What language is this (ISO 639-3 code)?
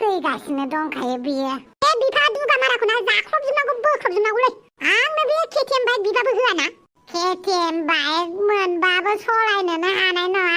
brx